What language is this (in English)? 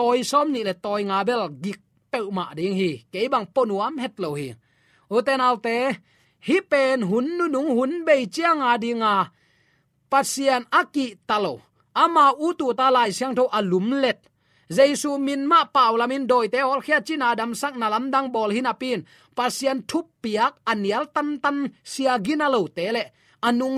Tedim Chin